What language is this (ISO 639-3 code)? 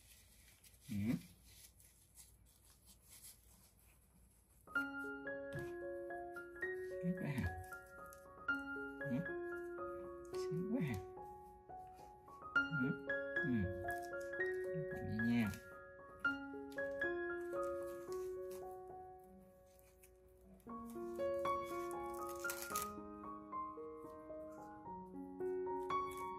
vie